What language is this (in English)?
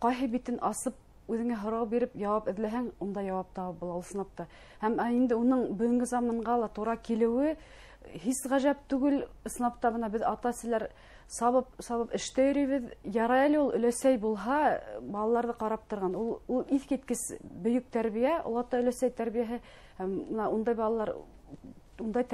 Bashkir